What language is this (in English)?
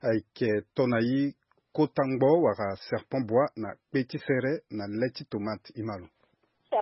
Sango